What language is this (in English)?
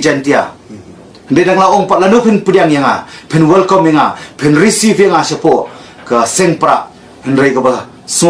Khasi